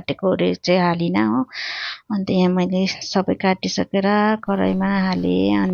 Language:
Nepali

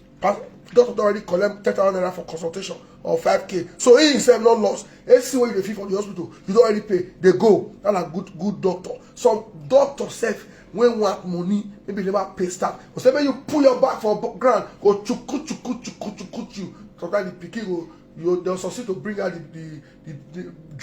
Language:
Nigerian Pidgin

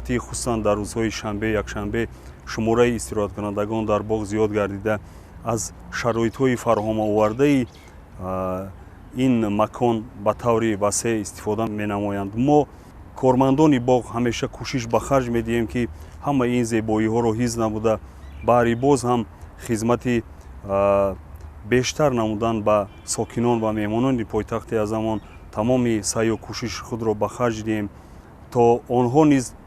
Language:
Tajik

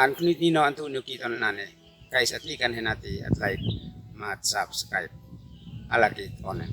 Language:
Uab Meto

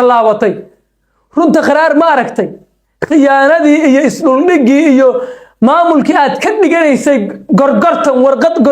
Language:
Somali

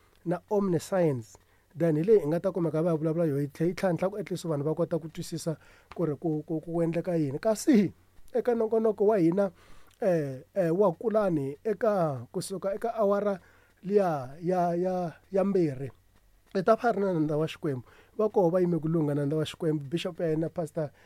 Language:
Tsonga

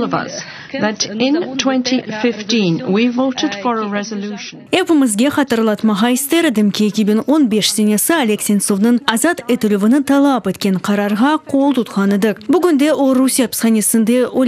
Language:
Crimean Tatar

